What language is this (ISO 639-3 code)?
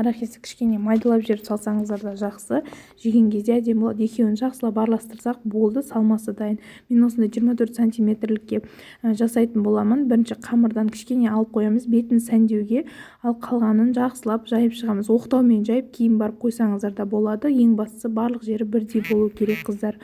kaz